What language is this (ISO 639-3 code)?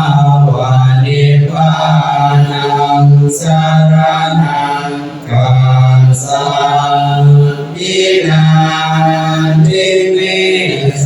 pli